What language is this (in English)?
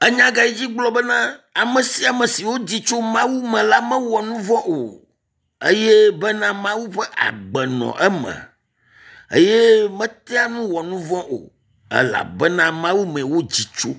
Ewe